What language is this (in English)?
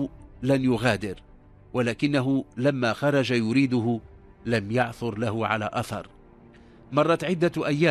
Arabic